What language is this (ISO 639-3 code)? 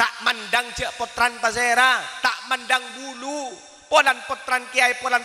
mad